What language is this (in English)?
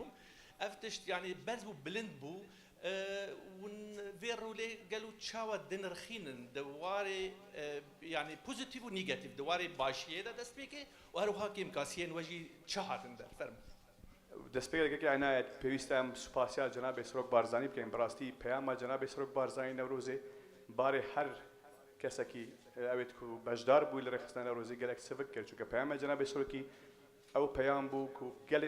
Kurdish